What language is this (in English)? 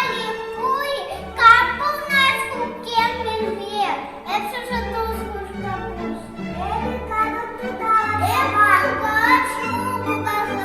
Chuvash